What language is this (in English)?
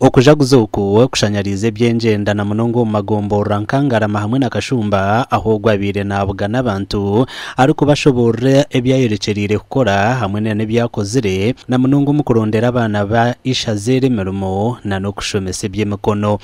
Nyankole